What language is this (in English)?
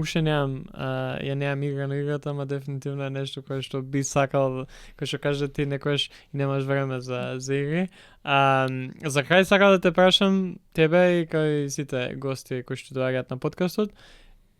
Macedonian